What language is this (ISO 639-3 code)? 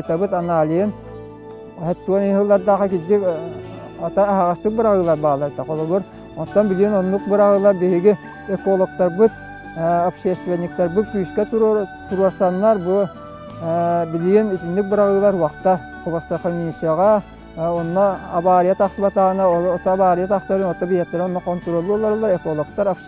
sah